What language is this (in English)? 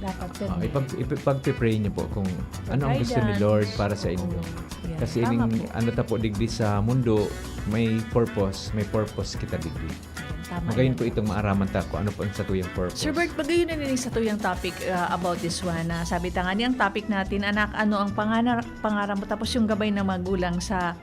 Bikol